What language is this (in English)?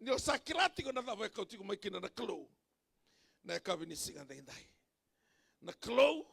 Fijian